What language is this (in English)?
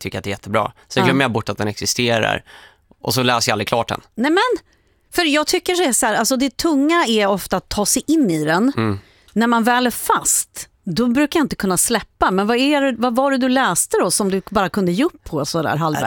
Swedish